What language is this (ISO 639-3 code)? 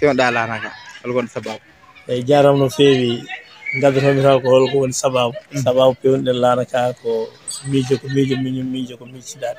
ful